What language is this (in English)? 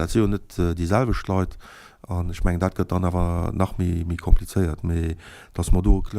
Luxembourgish